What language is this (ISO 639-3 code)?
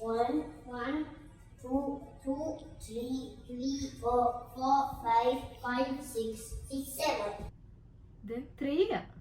div